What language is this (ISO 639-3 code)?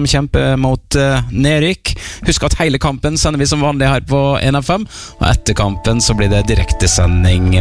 nor